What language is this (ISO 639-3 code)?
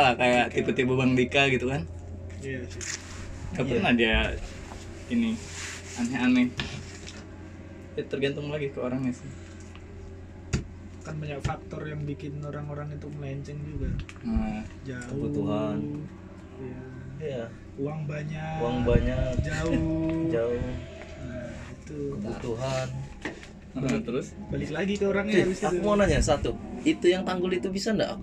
ind